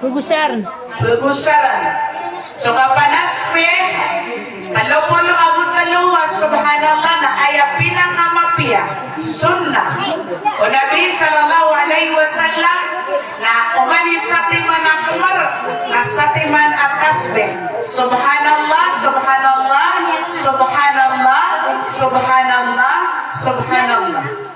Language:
Maranao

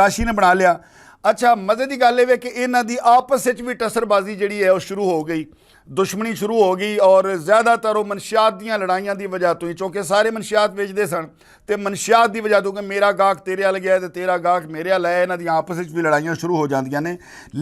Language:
Western Panjabi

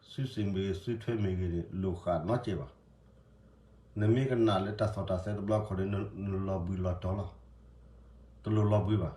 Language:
S'gaw Karen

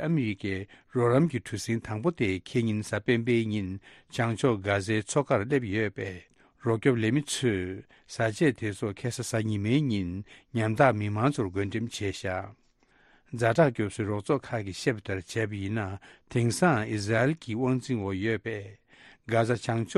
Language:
Tibetan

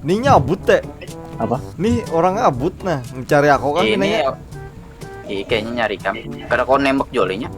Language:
Banjar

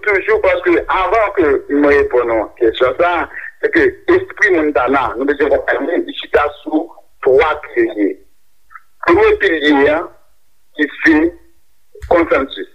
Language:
Haitian Creole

